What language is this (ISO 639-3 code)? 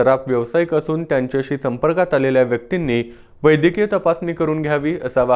mar